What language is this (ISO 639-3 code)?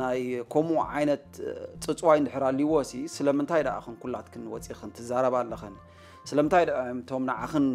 tir